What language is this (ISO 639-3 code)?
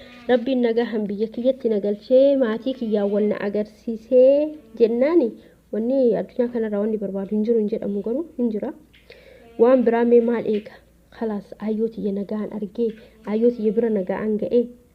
orm